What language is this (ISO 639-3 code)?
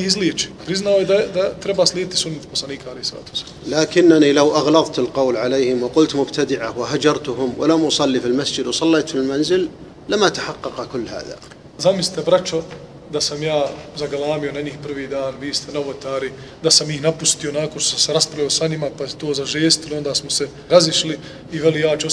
bos